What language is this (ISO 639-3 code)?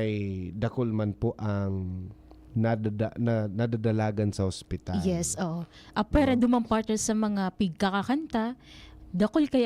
bik